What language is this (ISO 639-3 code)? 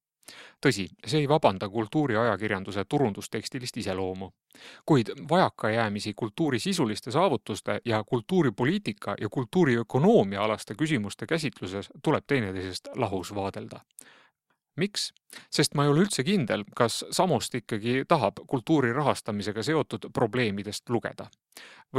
est